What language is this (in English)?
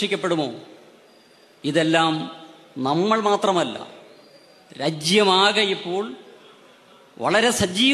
Malayalam